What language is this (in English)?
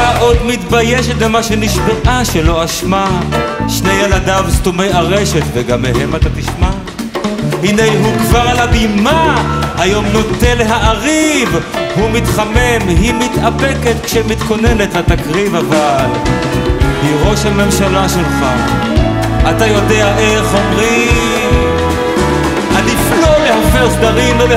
Hebrew